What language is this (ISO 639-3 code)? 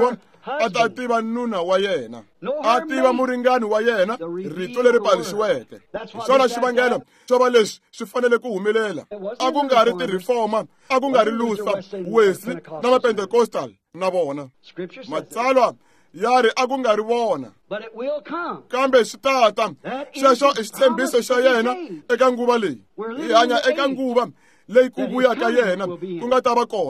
tso